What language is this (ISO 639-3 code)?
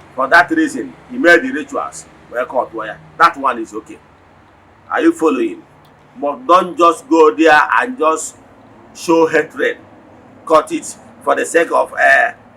ibo